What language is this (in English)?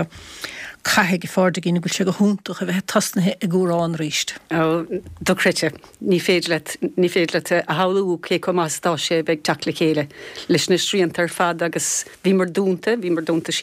Irish